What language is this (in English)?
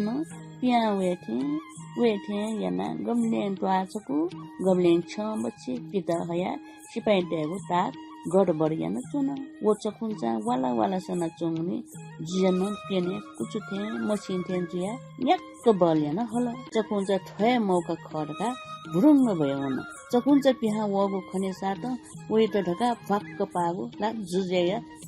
Newari